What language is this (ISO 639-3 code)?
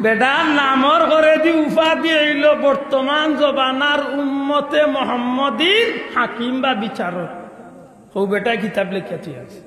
syl